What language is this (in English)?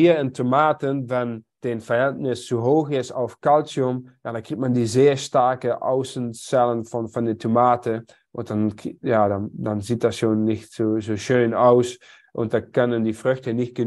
German